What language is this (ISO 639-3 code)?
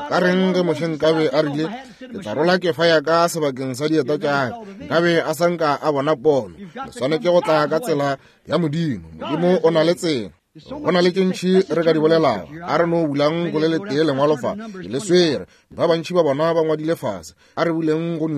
nso